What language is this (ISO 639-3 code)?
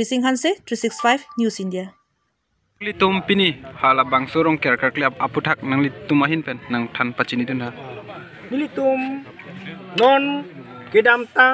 mjw